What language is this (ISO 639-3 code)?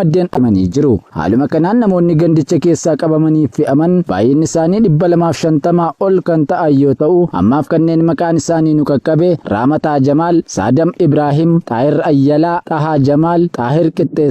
orm